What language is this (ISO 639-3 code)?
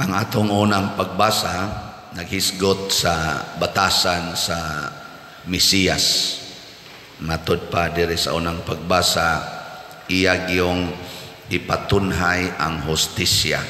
ceb